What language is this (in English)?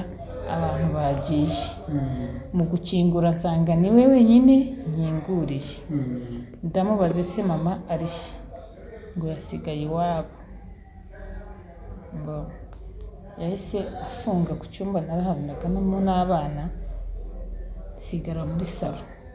Kinyarwanda